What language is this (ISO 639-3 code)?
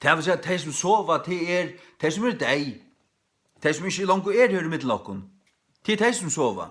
fao